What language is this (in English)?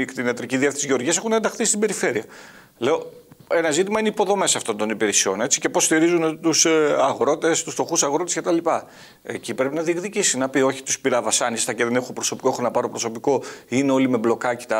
Greek